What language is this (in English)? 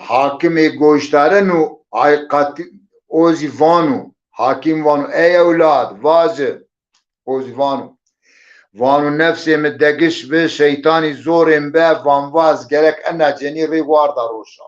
Zaza